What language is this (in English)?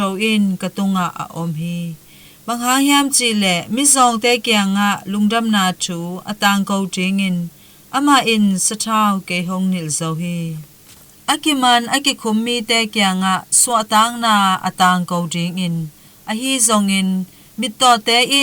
Tedim Chin